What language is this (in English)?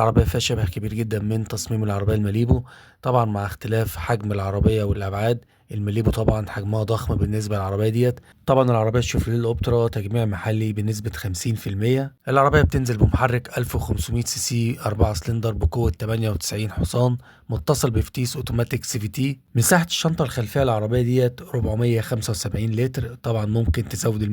Egyptian Arabic